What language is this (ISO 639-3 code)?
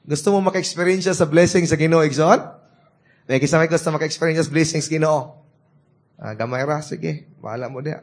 ceb